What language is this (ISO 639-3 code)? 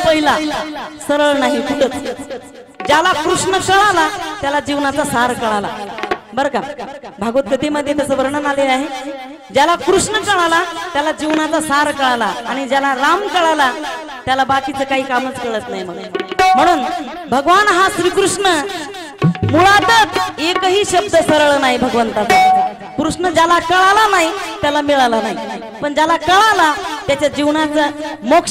mar